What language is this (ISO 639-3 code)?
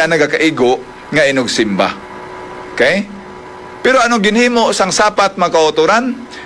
hil